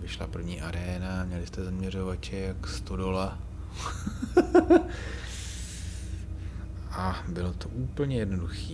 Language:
Czech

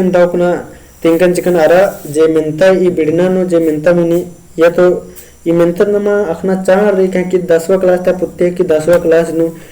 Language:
Kurukh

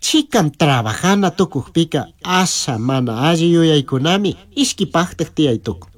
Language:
Chimborazo Highland Quichua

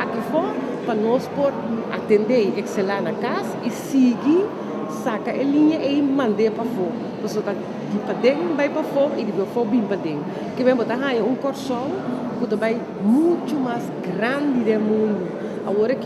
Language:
Papiamento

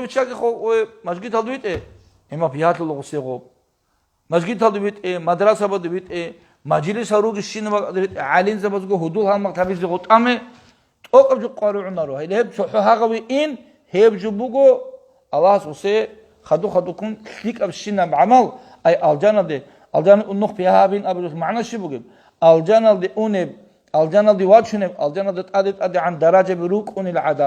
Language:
Avaric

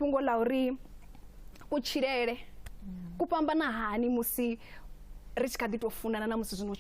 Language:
Venda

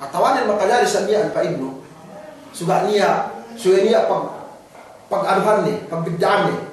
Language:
Yakan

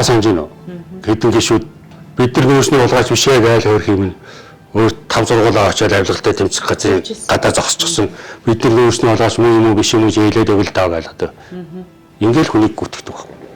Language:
Mongolian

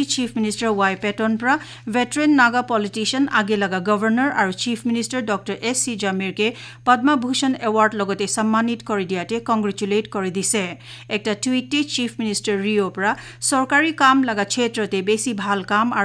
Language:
Naga Pidgin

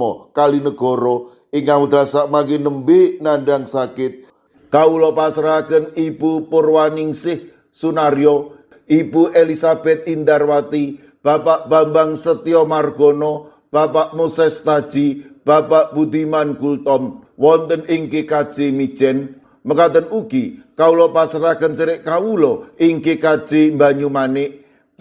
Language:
Javanese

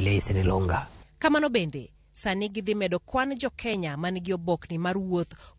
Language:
Luo (Kenya and Tanzania)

